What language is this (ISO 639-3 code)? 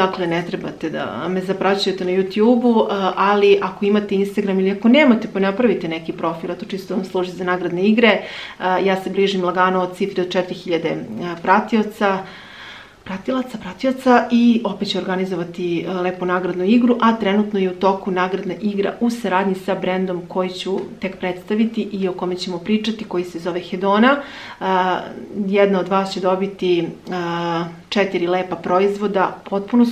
srp